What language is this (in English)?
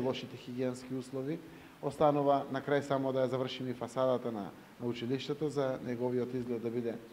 Macedonian